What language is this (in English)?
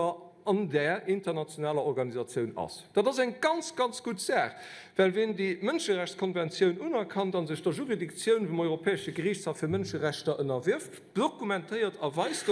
Luxembourgish